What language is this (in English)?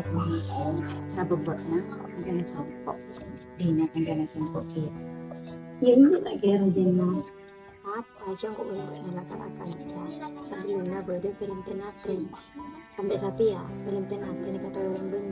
Madurese